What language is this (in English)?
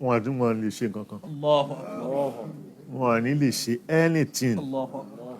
Yoruba